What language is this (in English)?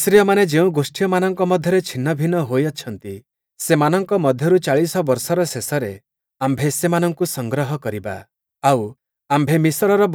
Odia